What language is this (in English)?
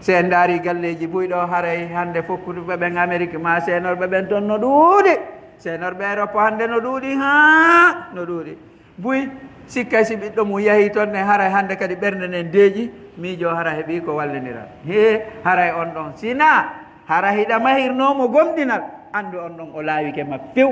Pular